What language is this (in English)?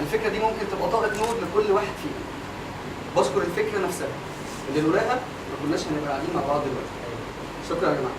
Egyptian Arabic